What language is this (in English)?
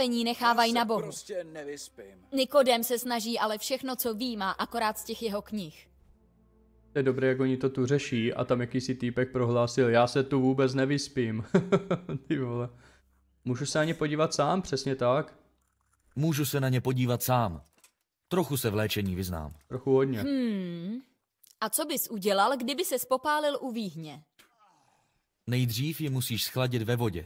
Czech